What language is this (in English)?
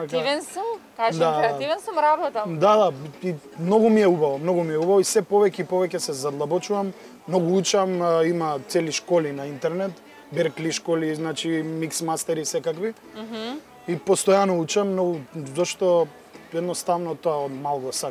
Macedonian